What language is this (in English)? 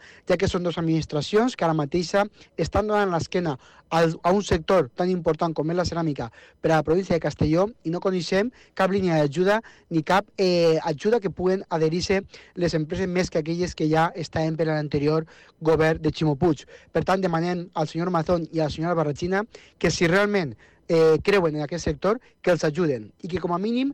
Catalan